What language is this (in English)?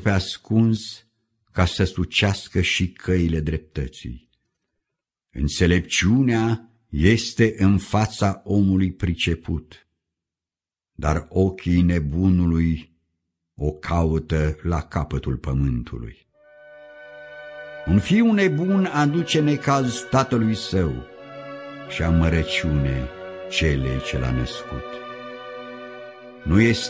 Romanian